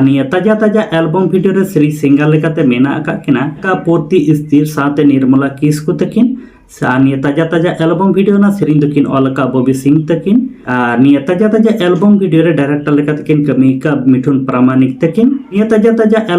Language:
Santali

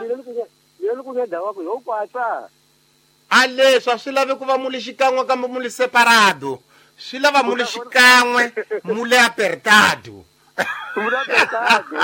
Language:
Tsonga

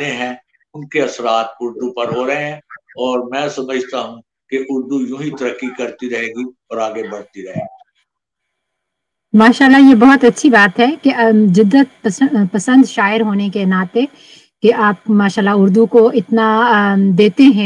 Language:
Urdu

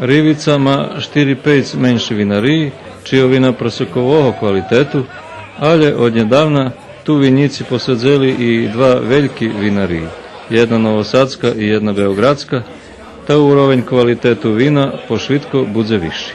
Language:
Rusyn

